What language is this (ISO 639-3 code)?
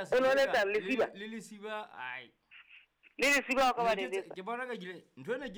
sot